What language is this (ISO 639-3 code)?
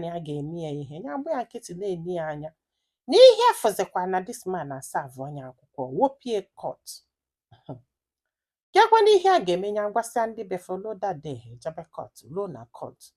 ibo